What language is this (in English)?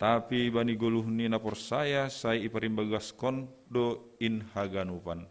Batak Simalungun